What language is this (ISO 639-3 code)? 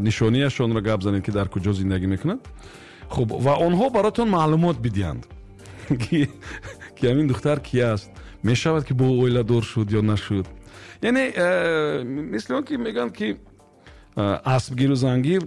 tgk